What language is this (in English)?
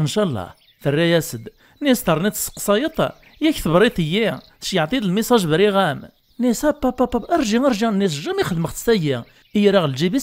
Kabyle